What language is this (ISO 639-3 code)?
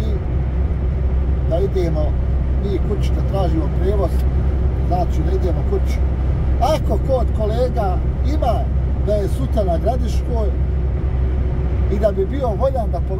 bos